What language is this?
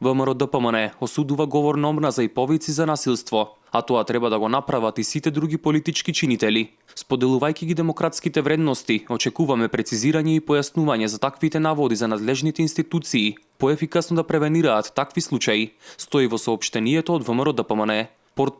Macedonian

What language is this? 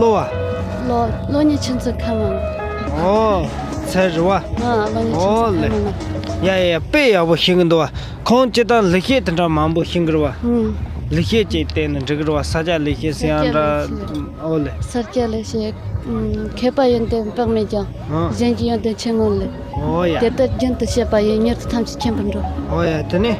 Tibetan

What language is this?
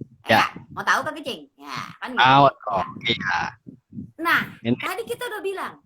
Betawi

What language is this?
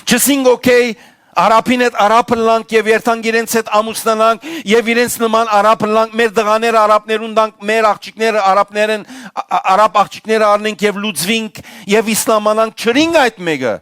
Western Armenian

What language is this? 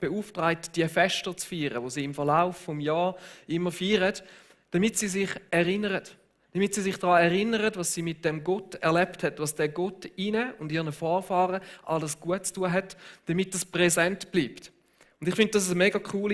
Swiss German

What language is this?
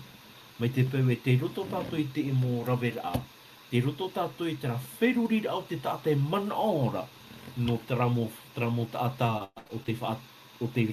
Tahitian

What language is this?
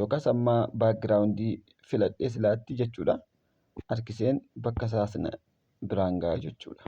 Oromo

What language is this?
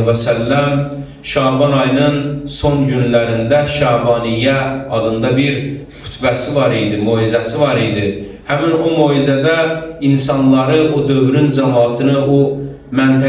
Azerbaijani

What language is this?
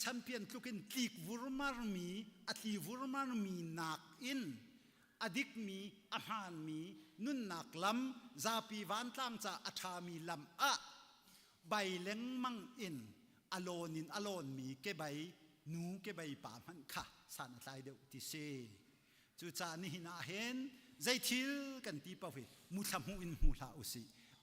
Hakha Chin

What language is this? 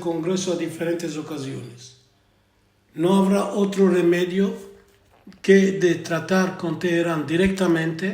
Ladino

